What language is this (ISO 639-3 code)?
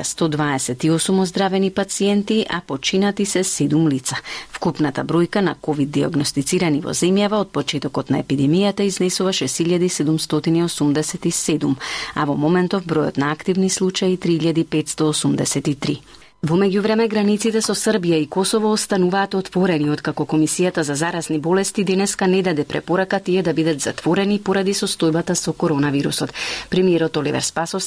mkd